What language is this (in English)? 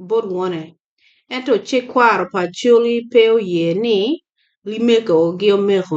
Acoli